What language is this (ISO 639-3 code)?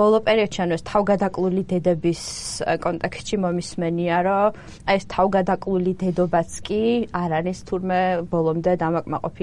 kat